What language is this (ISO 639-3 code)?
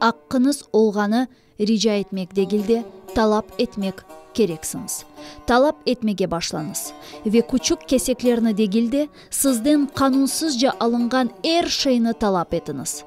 crh